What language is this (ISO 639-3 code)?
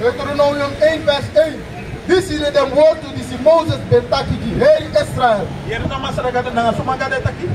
srn